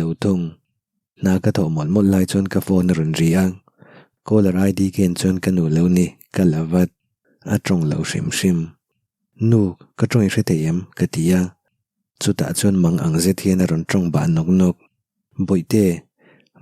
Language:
Mizo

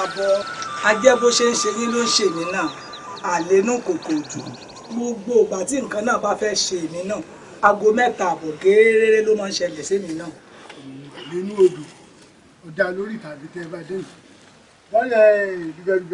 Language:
Yoruba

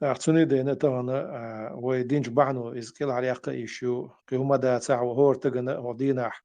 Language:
Chechen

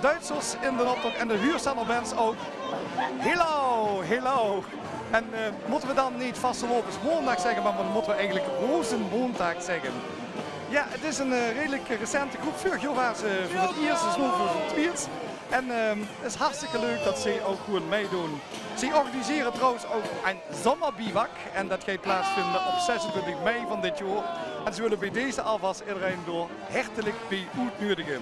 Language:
Limburgish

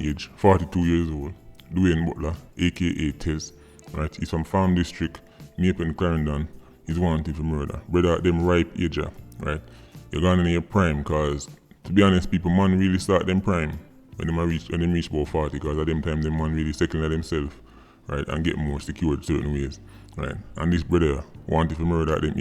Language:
Jamaican Creole English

